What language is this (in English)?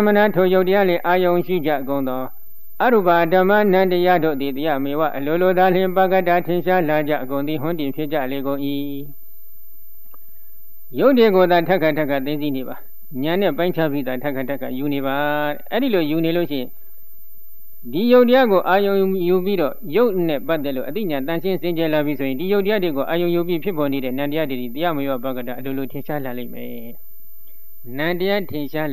Burmese